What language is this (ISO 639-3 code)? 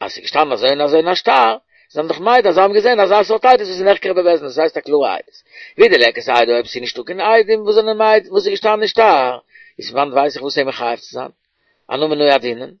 yid